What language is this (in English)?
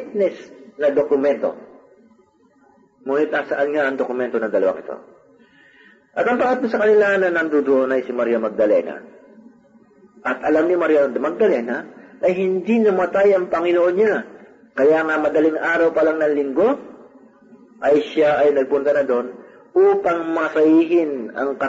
Filipino